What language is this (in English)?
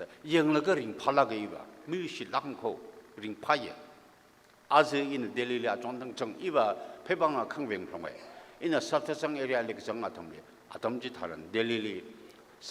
Tangkhul Naga (India)